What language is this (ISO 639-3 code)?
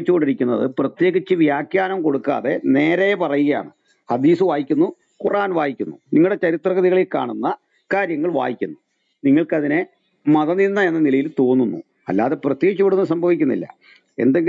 mal